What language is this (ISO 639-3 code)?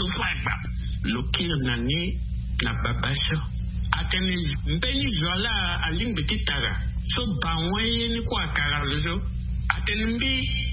sag